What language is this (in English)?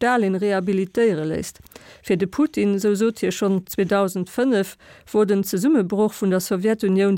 Luxembourgish